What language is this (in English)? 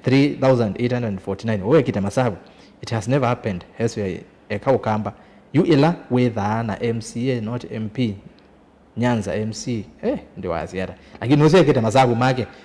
Kamba